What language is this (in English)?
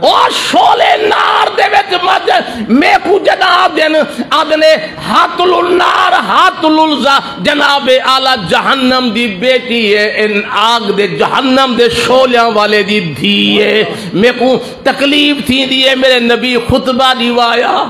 Saraiki